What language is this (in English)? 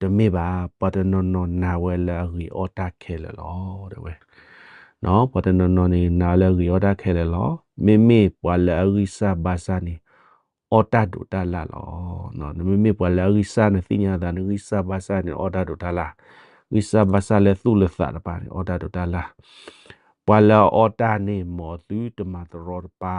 S'gaw Karen